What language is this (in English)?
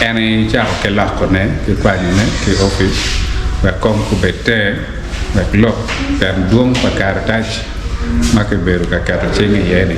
Acoli